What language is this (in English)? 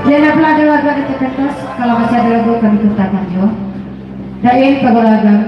Minangkabau